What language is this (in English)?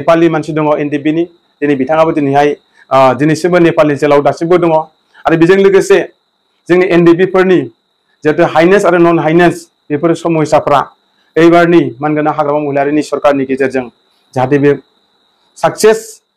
Bodo